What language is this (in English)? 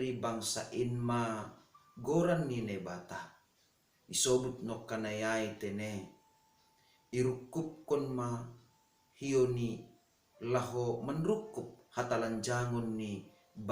Batak Simalungun